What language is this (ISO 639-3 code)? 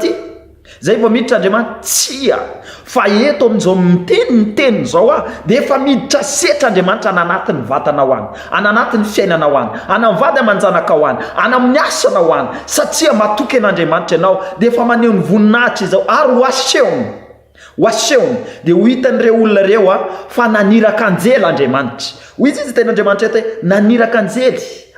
mlg